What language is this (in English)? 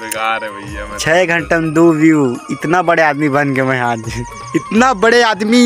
Chhattisgarhi